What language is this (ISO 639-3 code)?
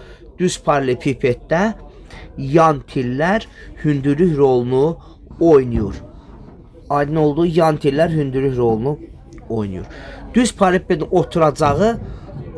aze